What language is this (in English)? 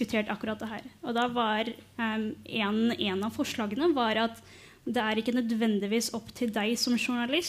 Norwegian